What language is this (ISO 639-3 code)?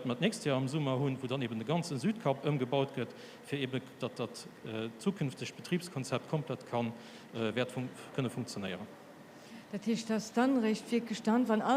ltz